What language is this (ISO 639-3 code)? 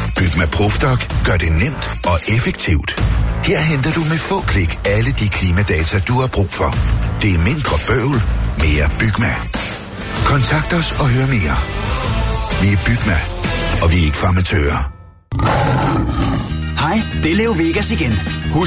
dan